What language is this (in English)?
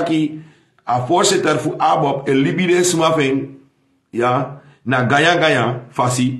Sranan Tongo